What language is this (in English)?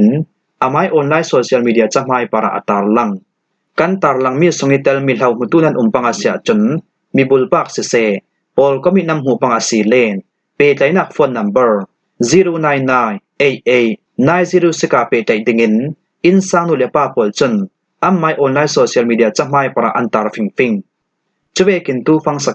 Falam Chin